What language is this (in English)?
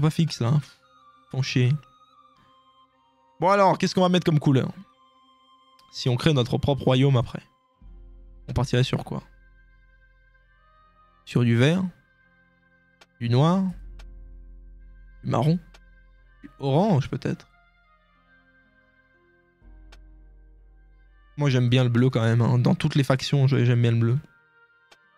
French